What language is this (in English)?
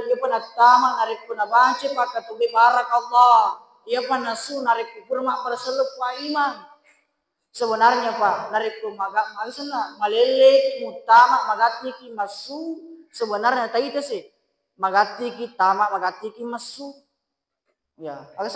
Buginese